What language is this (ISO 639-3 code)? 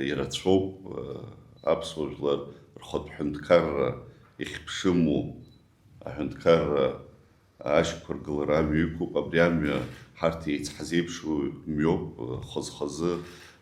abk